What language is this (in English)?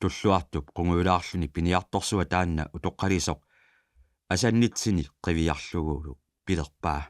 Kalaallisut